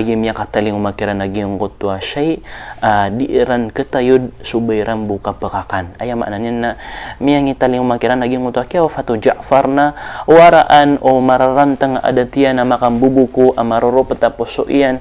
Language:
Maranao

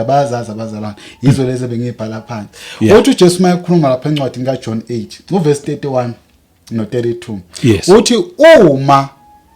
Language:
Zulu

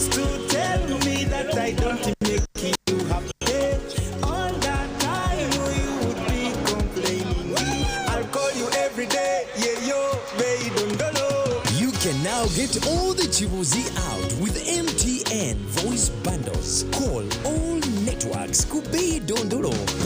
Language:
Nyankole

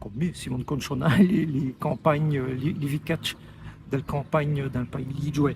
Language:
Walloon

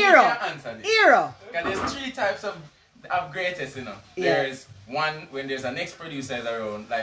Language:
Jamaican Creole English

